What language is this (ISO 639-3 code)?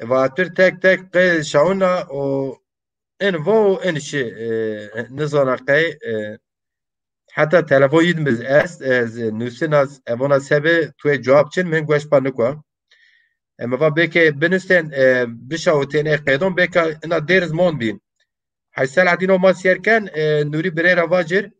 zza